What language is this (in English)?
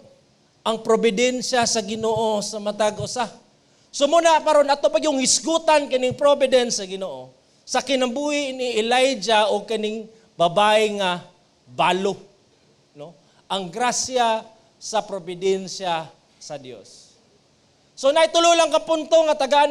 Cebuano